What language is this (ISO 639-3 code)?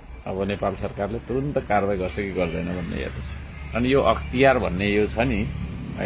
nep